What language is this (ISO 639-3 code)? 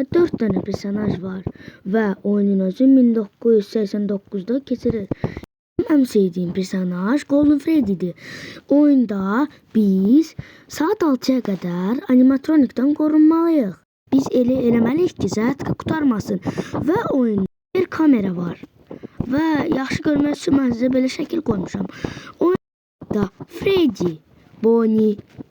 aze